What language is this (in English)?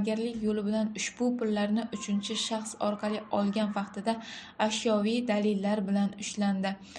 Uzbek